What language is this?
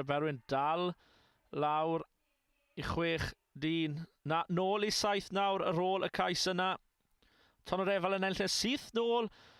Welsh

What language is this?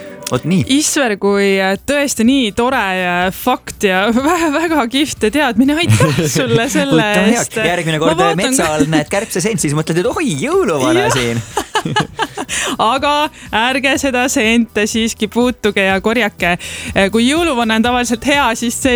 Estonian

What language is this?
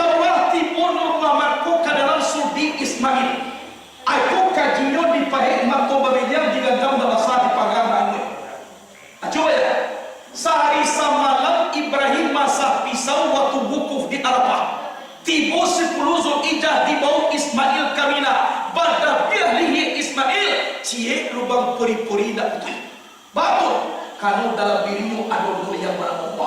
Minangkabau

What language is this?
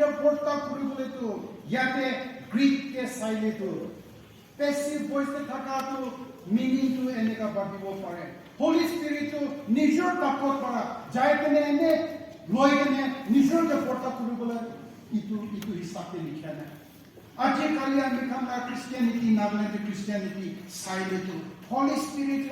Naga Pidgin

